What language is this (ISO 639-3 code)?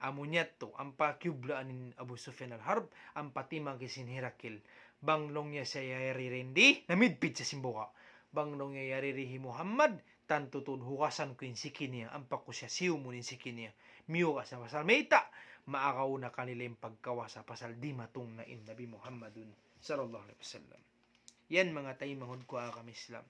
tsg